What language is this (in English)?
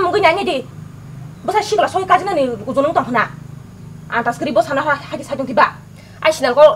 Kok Borok